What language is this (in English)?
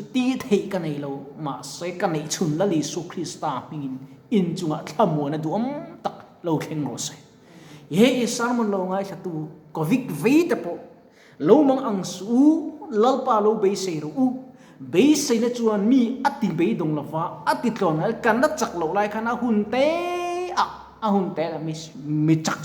Mizo